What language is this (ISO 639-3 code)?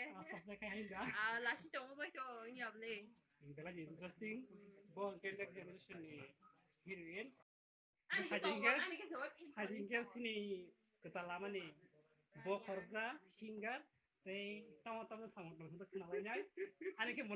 trp